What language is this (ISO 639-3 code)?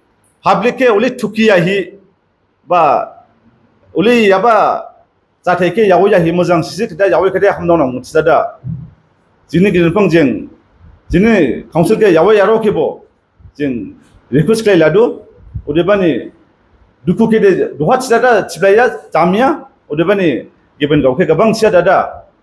dis